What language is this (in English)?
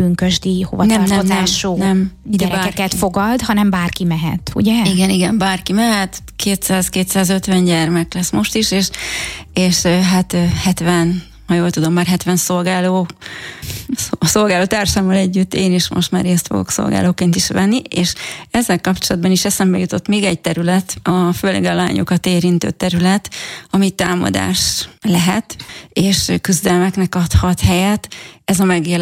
Hungarian